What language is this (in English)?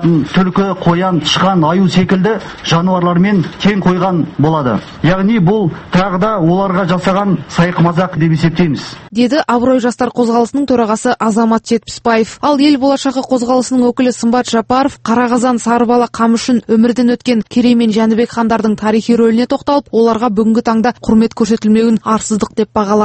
Kazakh